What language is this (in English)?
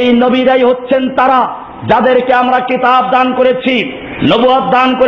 Bangla